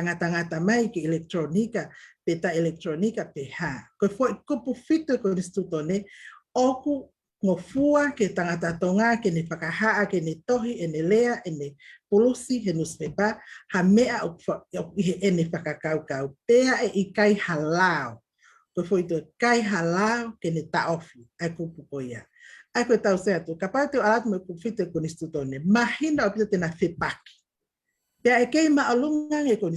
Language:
Tongan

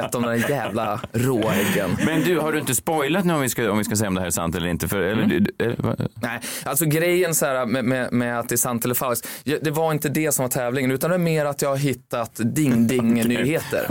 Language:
Swedish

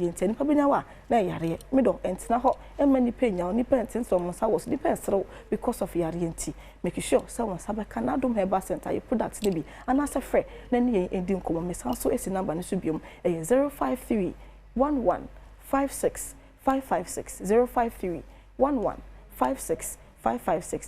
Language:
Akan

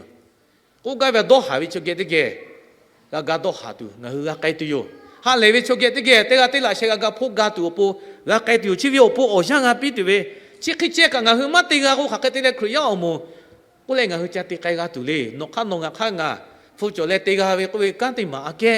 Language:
Lahu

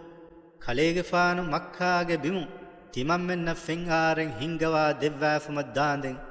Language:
Divehi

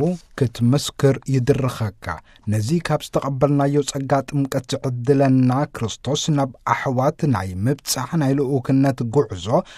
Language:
Tigrinya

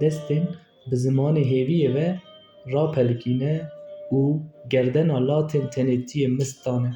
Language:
Kurdish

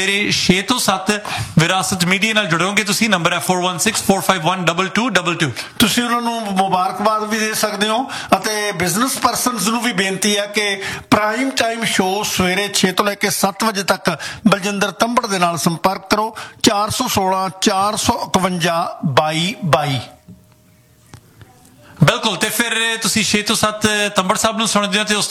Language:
Punjabi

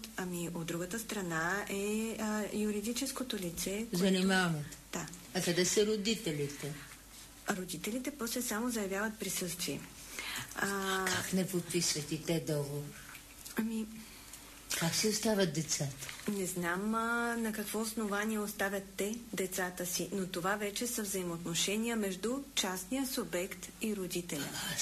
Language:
Bulgarian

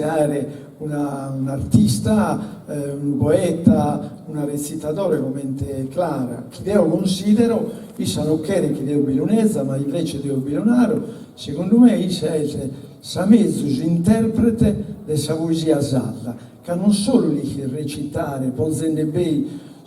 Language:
Sardinian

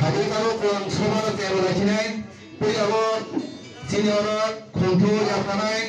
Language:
Kok Borok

